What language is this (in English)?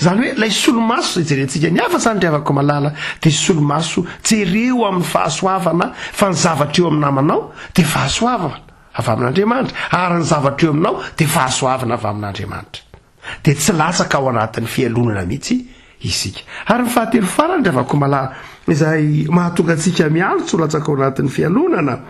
Malagasy